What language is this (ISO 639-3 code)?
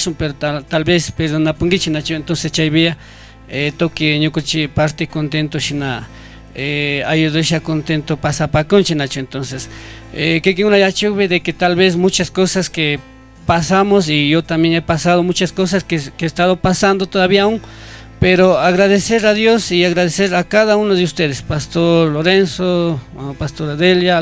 qug